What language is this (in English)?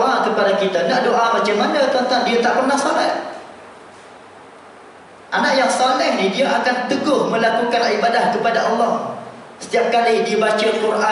Malay